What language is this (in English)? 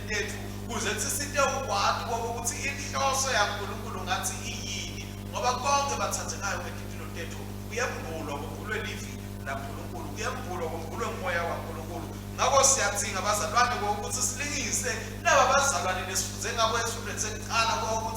Swati